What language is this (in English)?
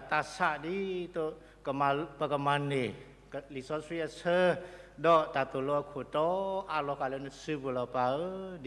S'gaw Karen